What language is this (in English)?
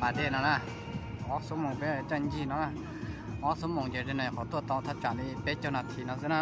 Hmong